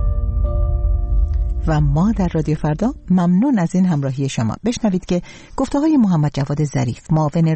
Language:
Persian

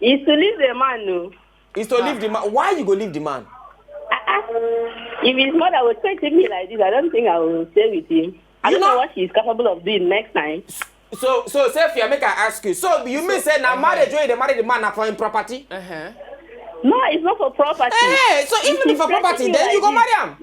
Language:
Nigerian Pidgin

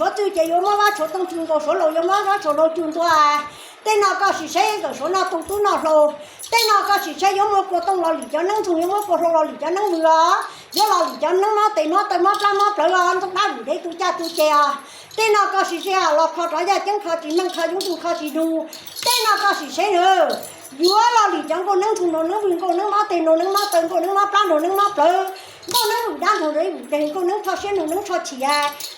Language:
Hmong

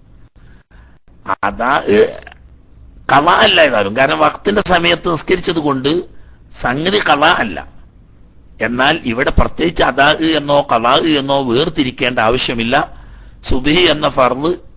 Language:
Malayalam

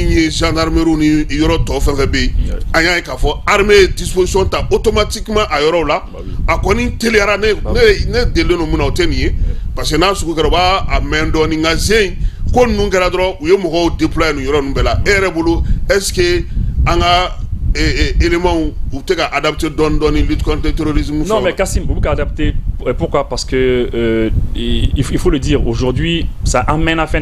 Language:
Bambara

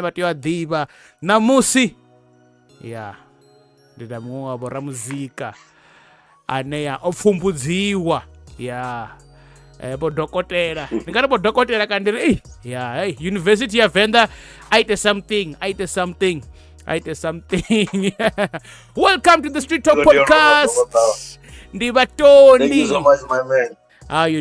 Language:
Venda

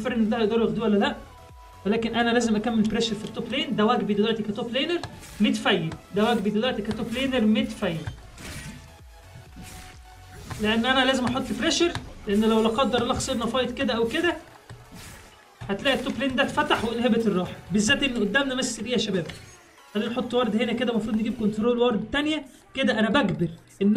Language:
Egyptian Arabic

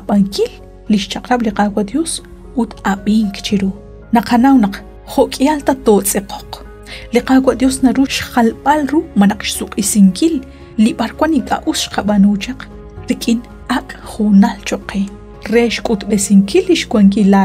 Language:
Kekchí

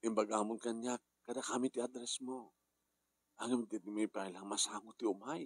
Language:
Iloko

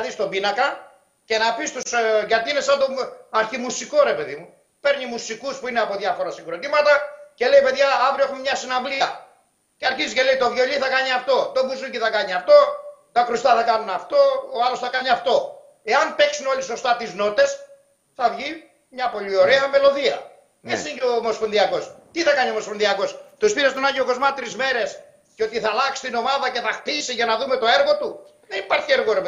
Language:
Greek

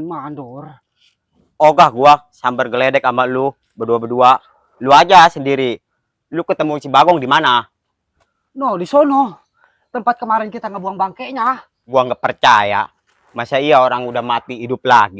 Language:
Betawi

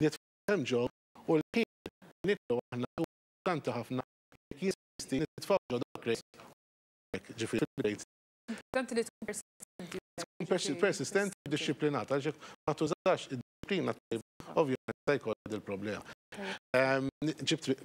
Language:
Maltese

